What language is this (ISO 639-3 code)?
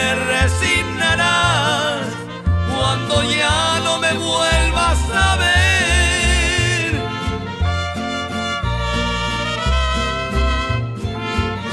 spa